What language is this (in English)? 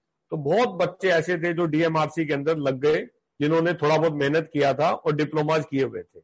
Hindi